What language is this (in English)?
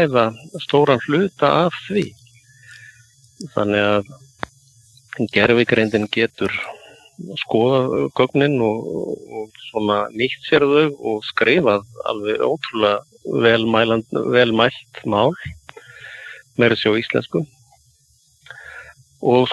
Icelandic